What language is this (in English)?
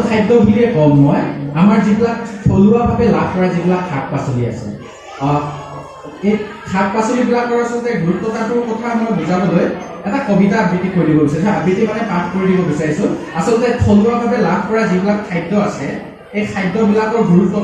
Assamese